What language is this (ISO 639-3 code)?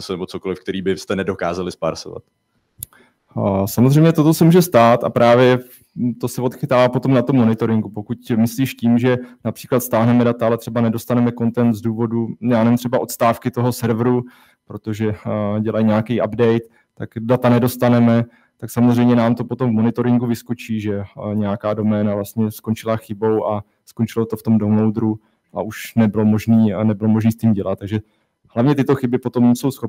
ces